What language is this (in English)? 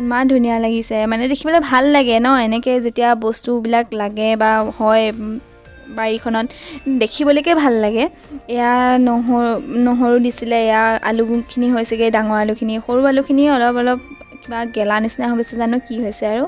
Assamese